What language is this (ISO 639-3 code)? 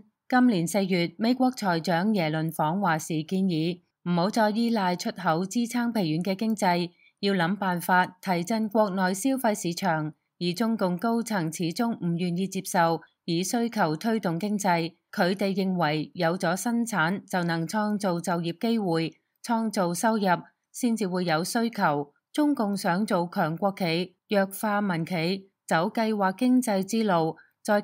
yue